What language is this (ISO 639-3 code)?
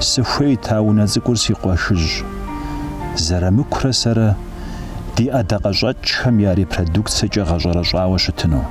kbd